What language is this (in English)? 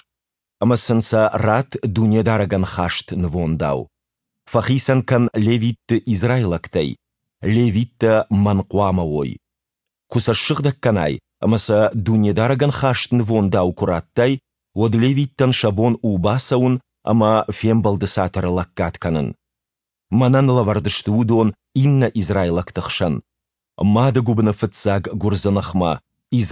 Ossetic